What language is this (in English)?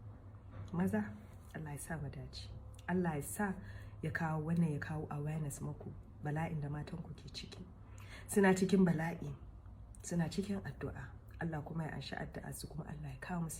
Hausa